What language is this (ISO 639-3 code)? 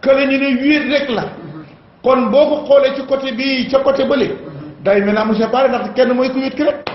wol